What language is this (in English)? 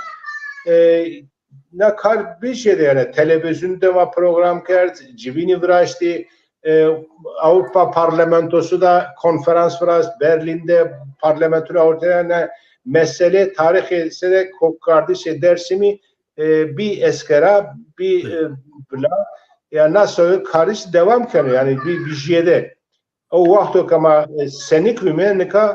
Zaza